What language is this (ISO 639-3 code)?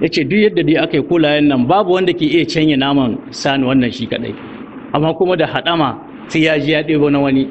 hau